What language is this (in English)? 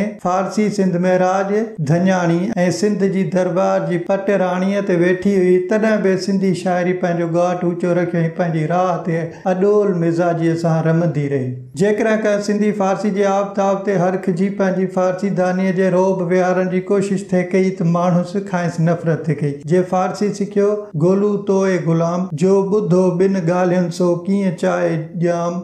Sindhi